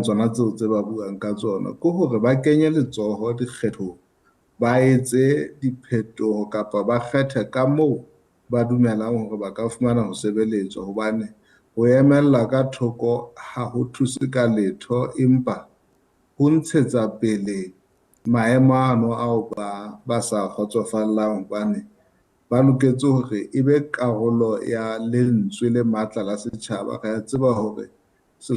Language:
Southern Sotho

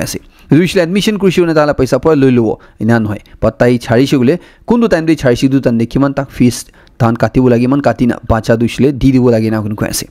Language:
Naga Pidgin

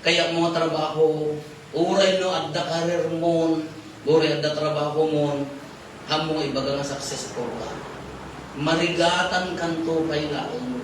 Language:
Iloko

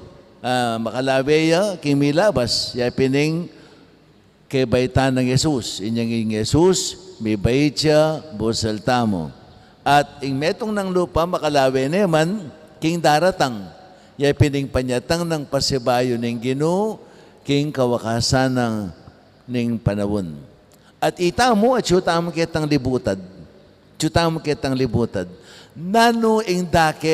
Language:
Pampanga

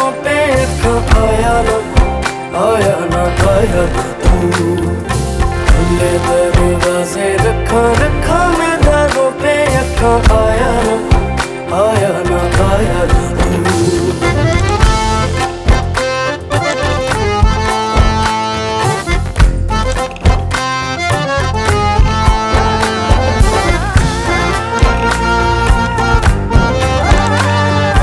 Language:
Hindi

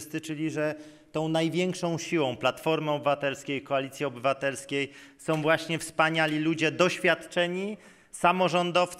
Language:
Polish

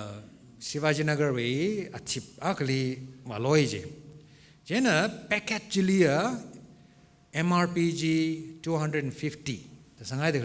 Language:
Tangkhul Naga (India)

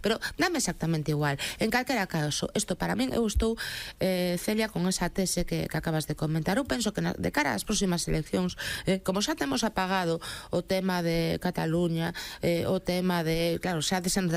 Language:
Galician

